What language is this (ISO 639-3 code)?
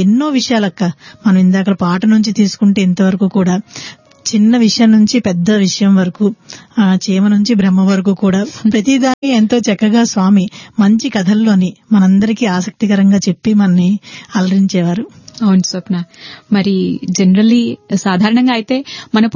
tel